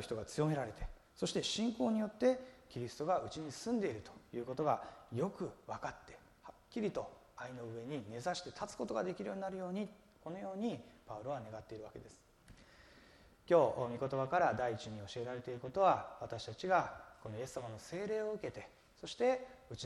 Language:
Japanese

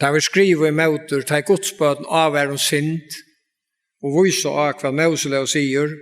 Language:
Faroese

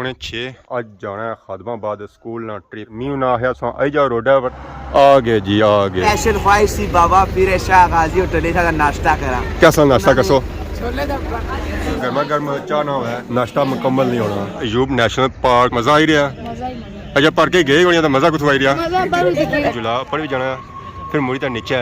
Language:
Pahari-Potwari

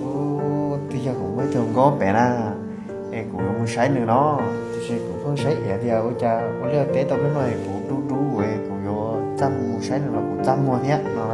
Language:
Hmong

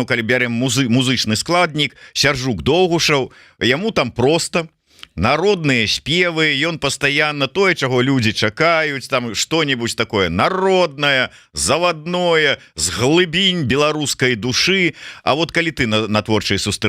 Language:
Belarusian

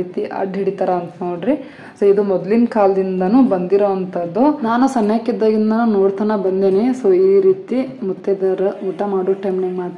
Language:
Kannada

